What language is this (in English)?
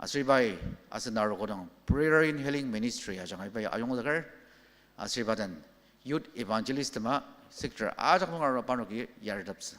Ao Naga